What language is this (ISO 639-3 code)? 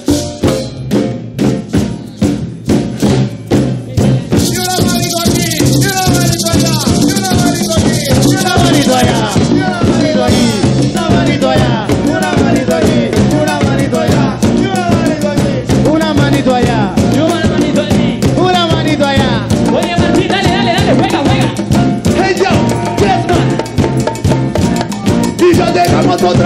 spa